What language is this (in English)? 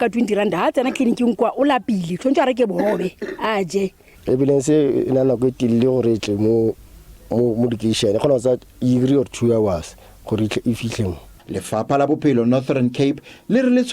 Southern Sotho